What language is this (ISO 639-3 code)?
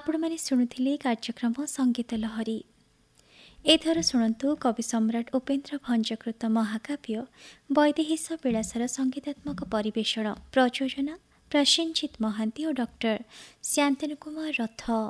ori